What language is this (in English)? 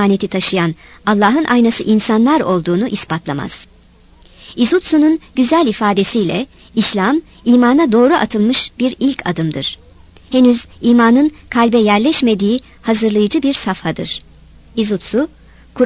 Turkish